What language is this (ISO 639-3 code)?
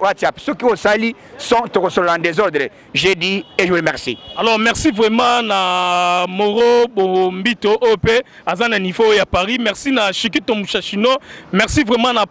lin